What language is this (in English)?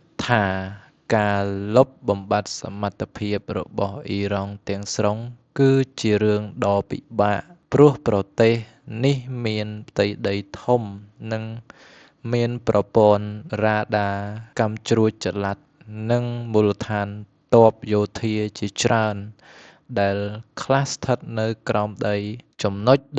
Khmer